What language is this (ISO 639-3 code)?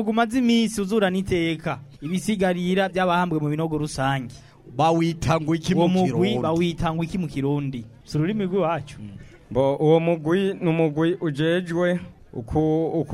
run